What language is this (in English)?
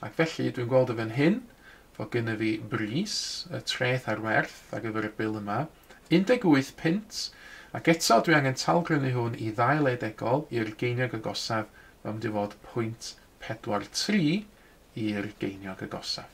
Welsh